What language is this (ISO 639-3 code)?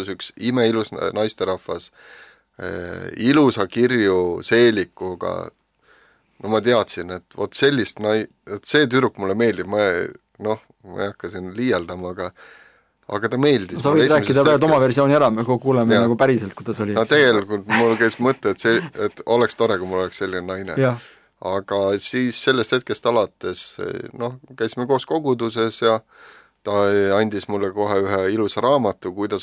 est